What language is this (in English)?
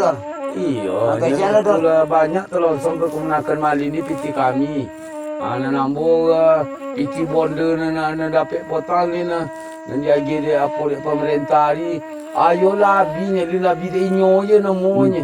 Minangkabau